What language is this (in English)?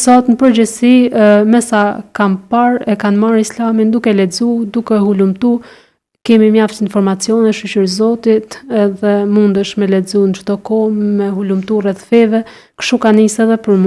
Albanian